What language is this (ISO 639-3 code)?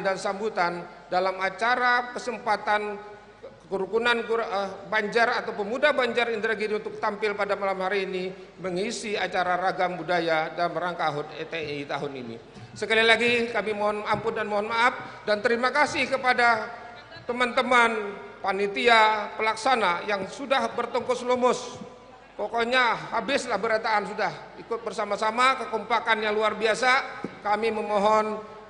bjn